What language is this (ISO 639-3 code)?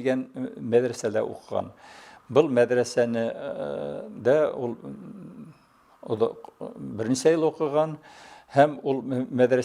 bak